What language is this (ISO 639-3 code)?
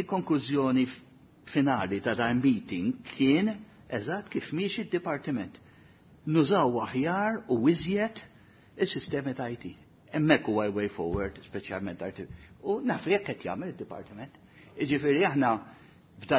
mlt